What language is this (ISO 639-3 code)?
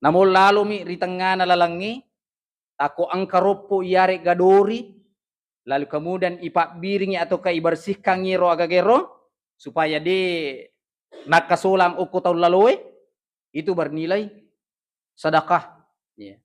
bug